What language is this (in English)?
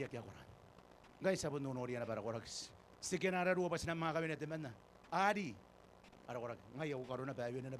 Gilbertese